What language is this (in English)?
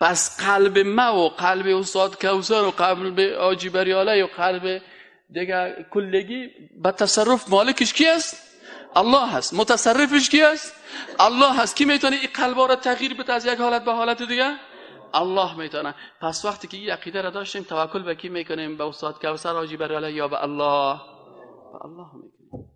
Persian